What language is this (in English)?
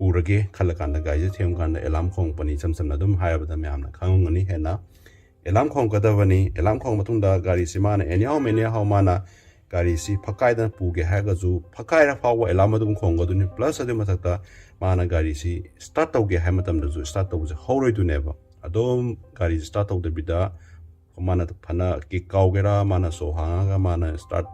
Manipuri